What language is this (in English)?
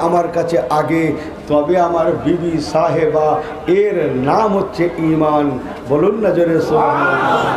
Bangla